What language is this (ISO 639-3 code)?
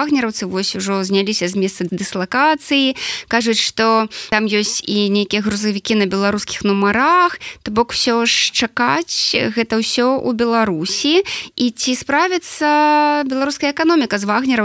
bel